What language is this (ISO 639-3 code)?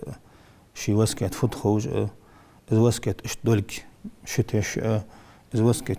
inh